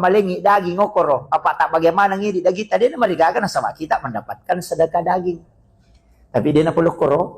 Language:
Buginese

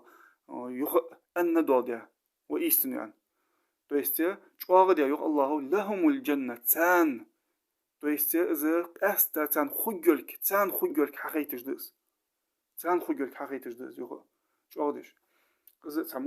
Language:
Ingush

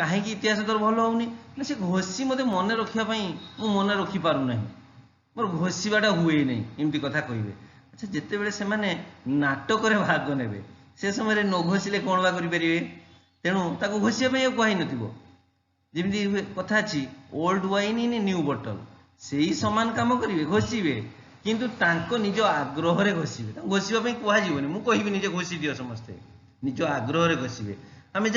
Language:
Odia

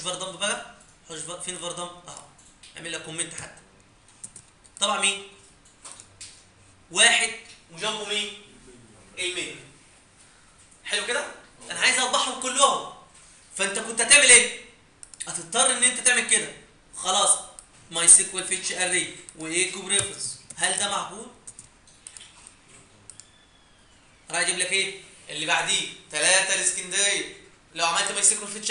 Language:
Egyptian Arabic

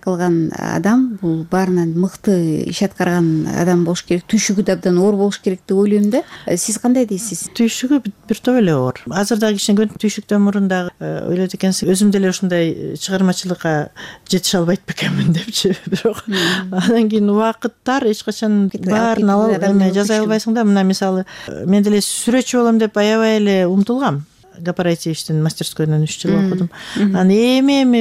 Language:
Kyrgyz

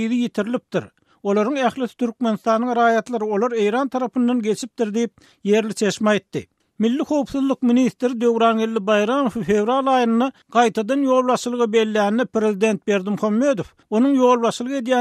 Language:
Turkmen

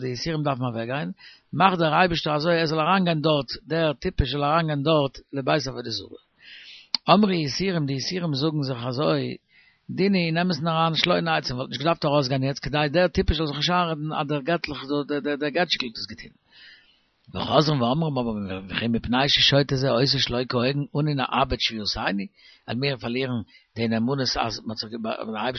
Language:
Yiddish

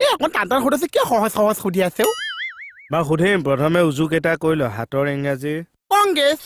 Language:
Assamese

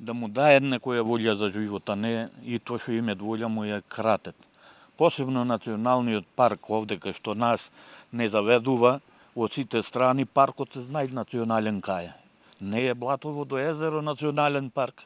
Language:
Macedonian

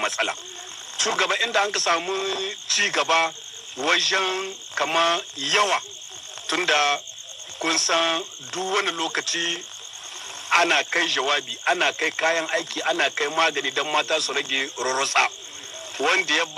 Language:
Hausa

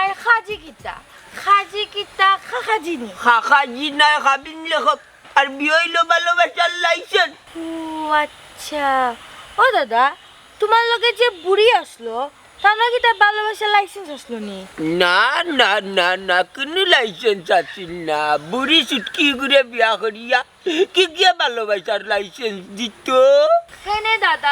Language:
Sylheti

